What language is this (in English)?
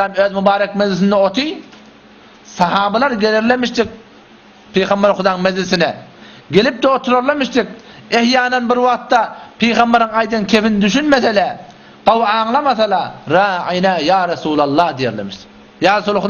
Turkmen